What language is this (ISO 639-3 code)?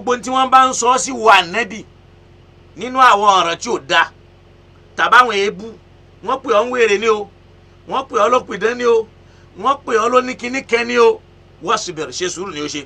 yor